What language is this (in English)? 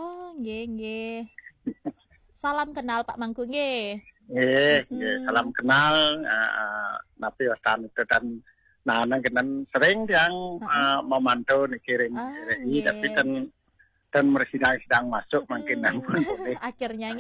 Balinese